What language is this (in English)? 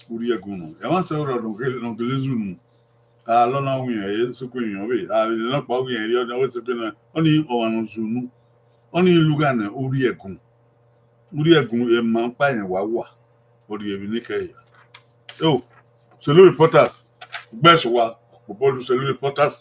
Bini